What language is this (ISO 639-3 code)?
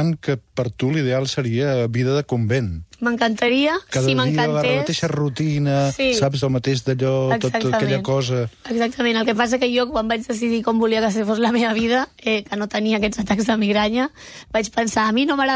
cat